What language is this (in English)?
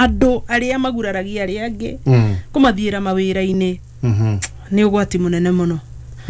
Kikuyu